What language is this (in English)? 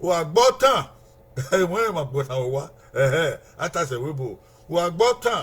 Bini